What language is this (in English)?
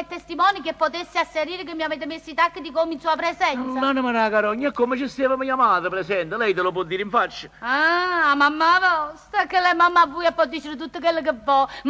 Neapolitan